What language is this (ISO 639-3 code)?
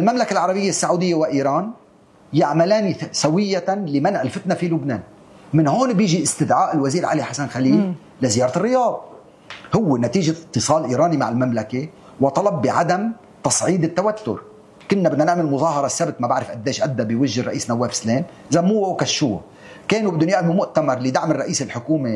apc